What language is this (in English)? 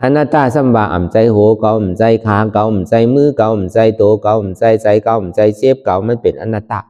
Shan